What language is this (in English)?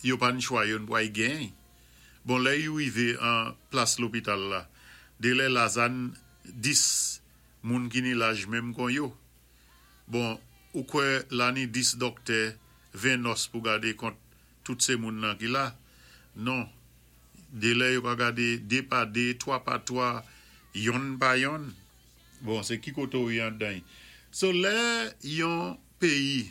Saint Lucian Creole French